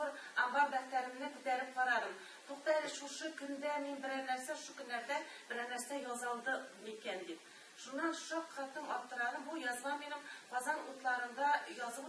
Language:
Tatar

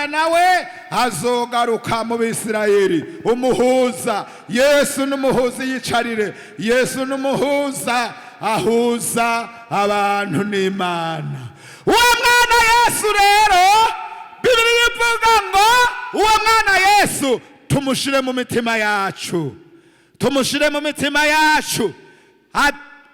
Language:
Rundi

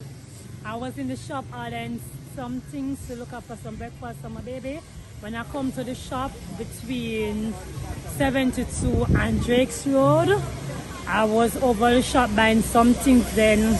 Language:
Jamaican Creole English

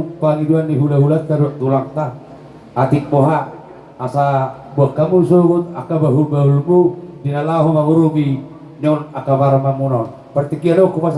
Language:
Batak Toba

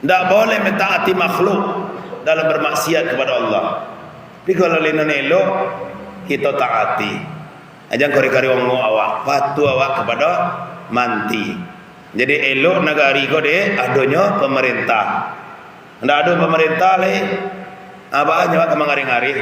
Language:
Minangkabau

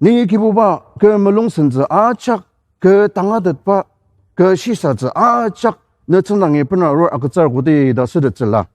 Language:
Ao Naga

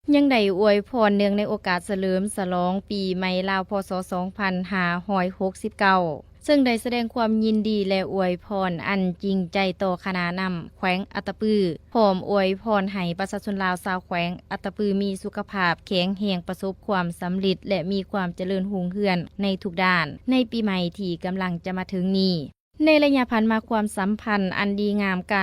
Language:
Lao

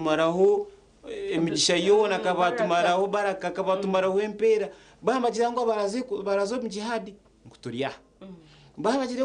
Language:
Nyankole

